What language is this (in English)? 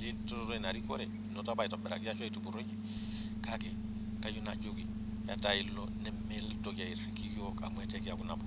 Masai